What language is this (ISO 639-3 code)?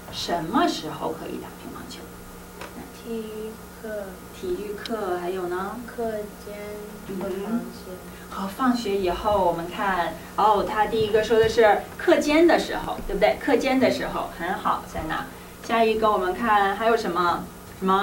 zho